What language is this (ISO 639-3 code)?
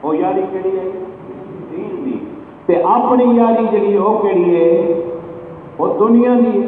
skr